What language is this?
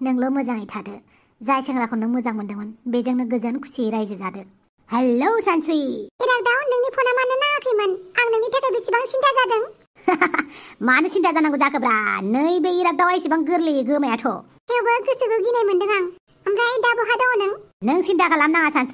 Bodo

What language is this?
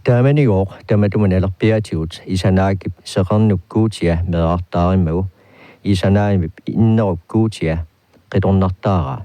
Kalaallisut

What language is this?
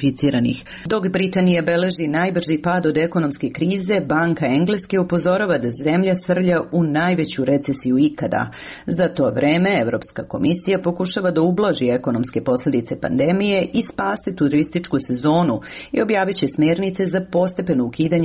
Serbian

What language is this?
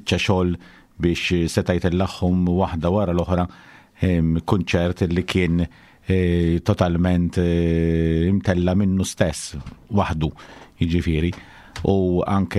Maltese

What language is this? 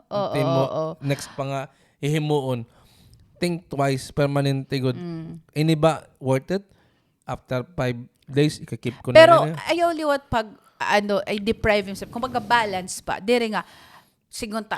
Waray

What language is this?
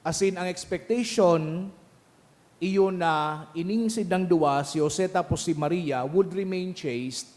Bikol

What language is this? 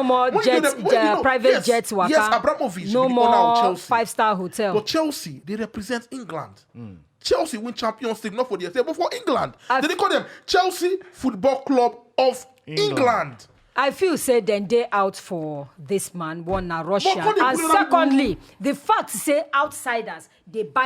Nigerian Pidgin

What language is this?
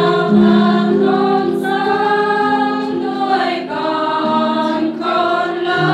Central Mnong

